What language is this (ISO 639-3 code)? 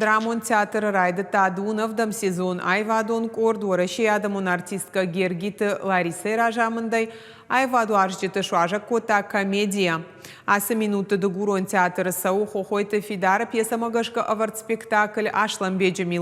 oss